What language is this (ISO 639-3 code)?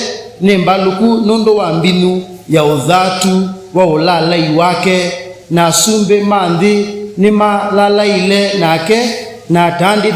kam